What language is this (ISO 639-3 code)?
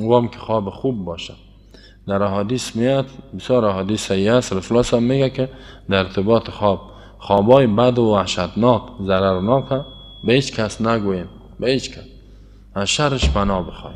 fas